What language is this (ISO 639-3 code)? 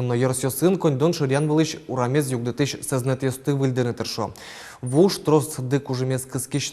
udm